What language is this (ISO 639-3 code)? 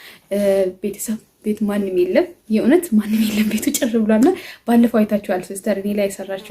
amh